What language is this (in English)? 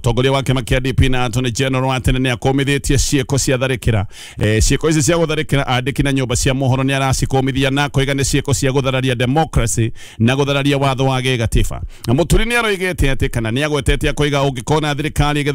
Kikuyu